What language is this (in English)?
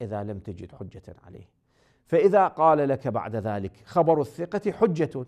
Moroccan Arabic